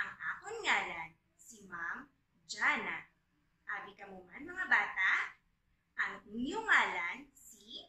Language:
Hiligaynon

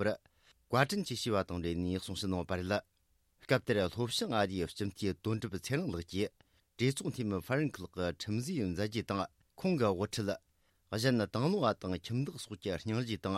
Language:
Tibetan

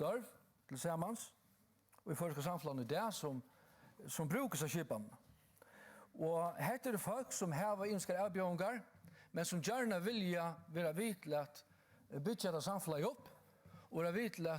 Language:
Faroese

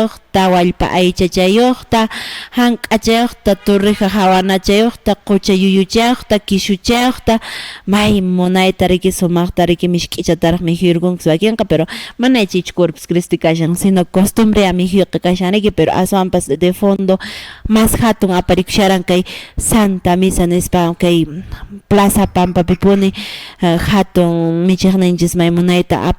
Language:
Quechua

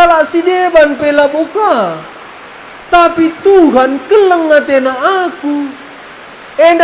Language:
Batak Karo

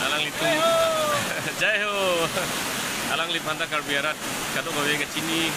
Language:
Karbi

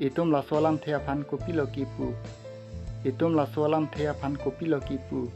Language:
Karbi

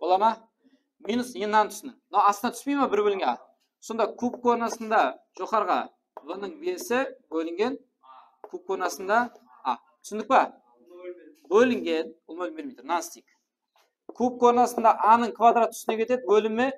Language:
Kara-Kalpak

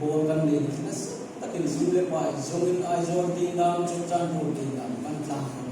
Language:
Hmar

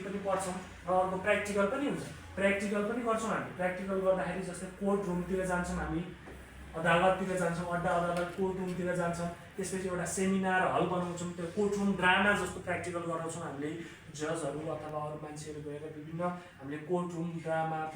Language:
Nepali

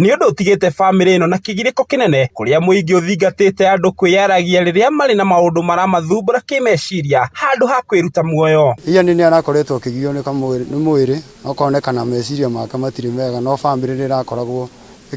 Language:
Kikuyu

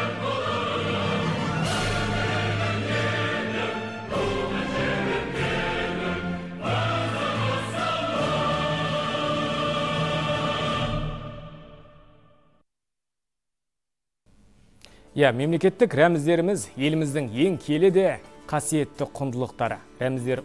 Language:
Kazakh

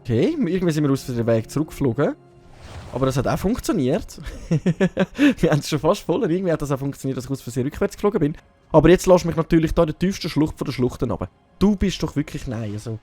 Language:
Swiss German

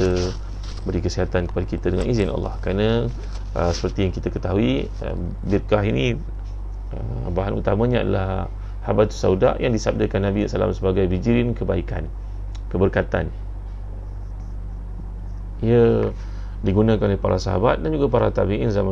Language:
Malay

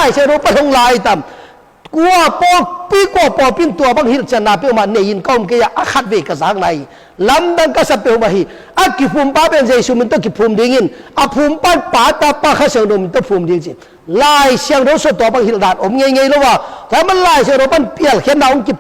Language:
Tedim Chin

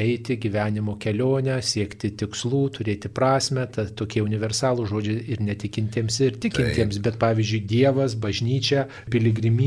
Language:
Lithuanian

